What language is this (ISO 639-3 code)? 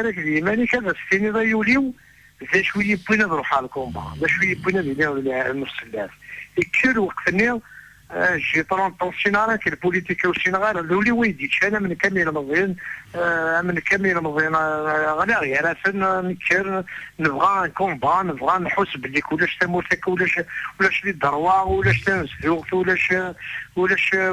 kab